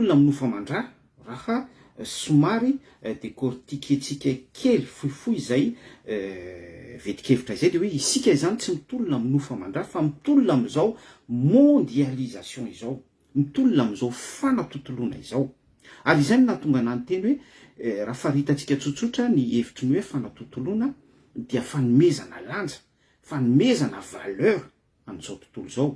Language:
Malagasy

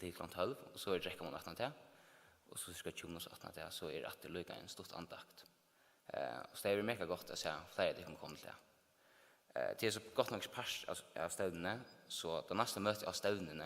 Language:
Faroese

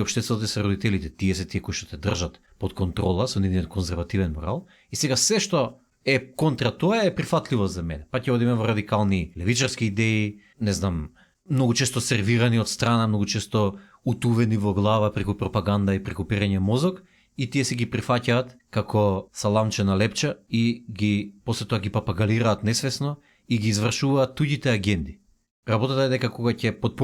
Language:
Macedonian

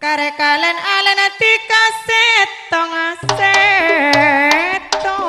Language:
Madurese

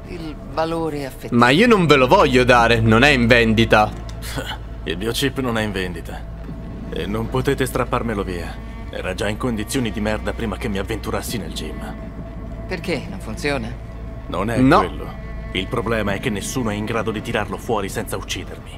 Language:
Italian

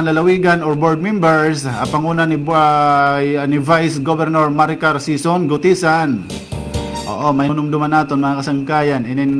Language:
Waray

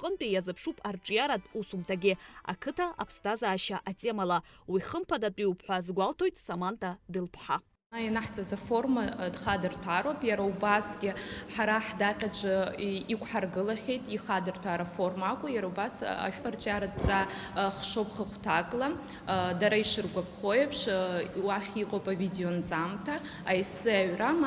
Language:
Abkhazian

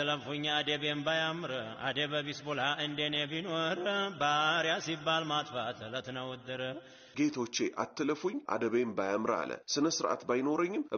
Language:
Amharic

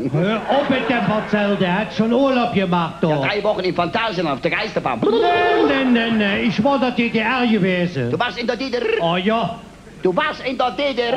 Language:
Colognian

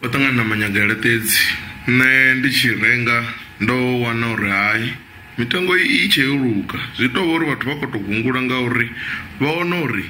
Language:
Venda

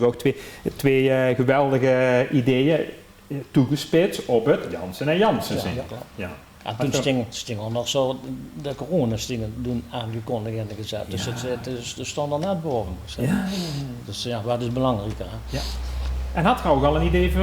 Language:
Limburgish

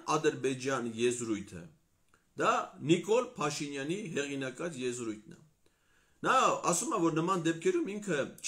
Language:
Armenian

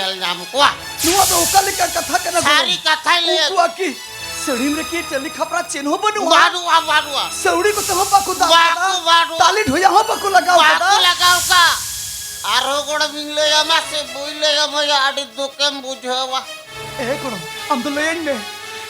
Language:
Santali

